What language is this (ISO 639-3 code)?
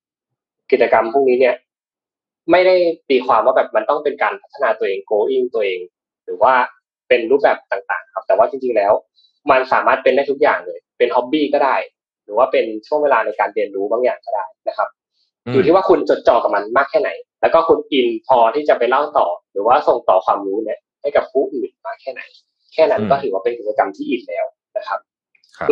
tha